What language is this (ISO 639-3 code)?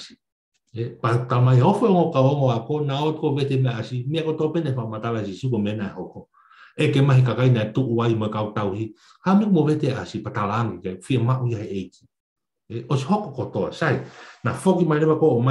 ton